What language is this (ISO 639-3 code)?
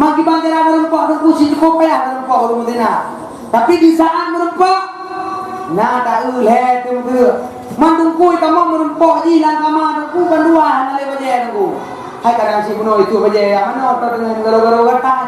ace